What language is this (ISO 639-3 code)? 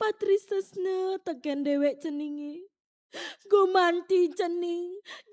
ban